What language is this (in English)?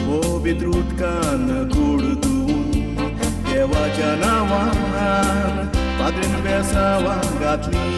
Konkani